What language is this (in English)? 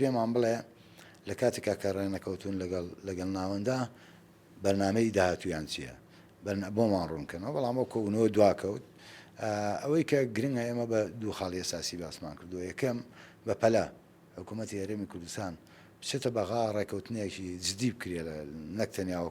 Central Kurdish